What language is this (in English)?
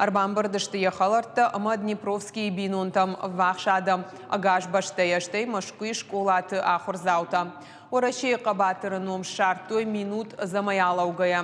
Ossetic